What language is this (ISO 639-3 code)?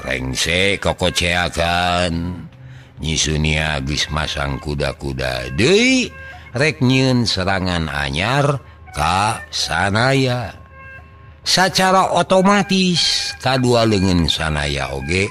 sun